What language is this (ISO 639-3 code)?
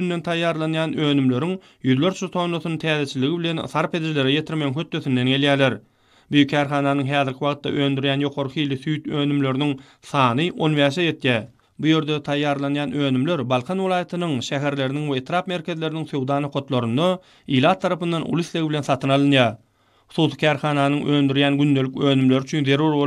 tuk